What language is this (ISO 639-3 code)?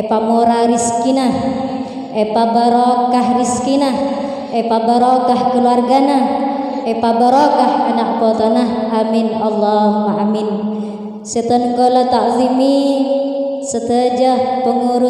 mad